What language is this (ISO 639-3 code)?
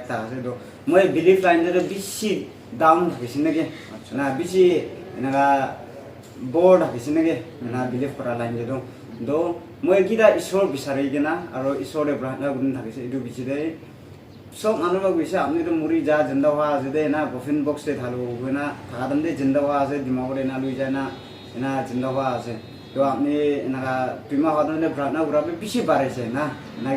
nag